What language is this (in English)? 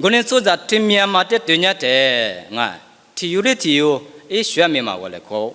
Lisu